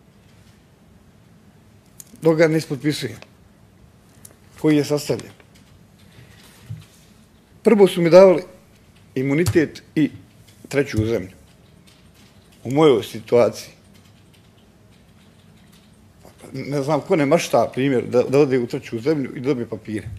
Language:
Bosnian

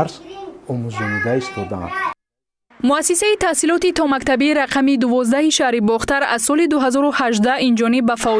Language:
Tajik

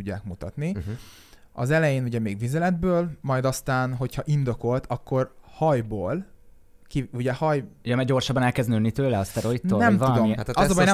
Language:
Hungarian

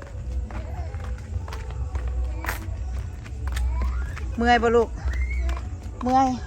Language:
Lao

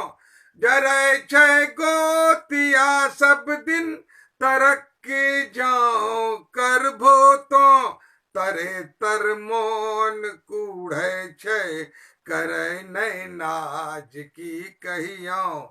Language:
Angika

